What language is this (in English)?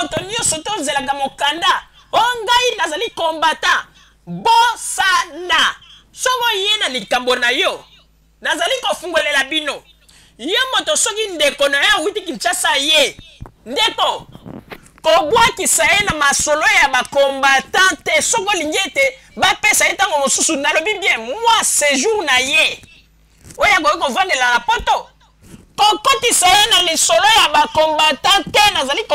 Lingala